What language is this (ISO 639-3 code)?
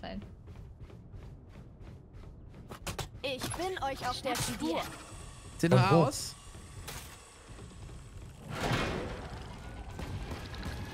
deu